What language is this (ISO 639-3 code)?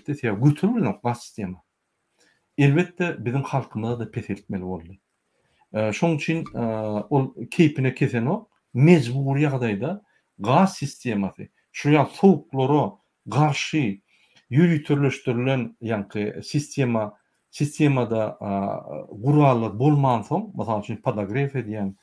tuk